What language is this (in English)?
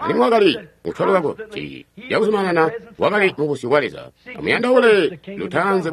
Tonga (Zambia)